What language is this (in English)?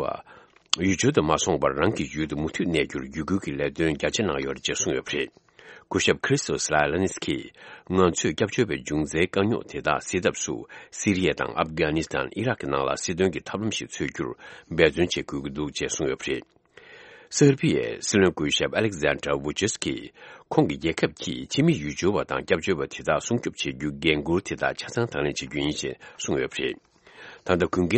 Tibetan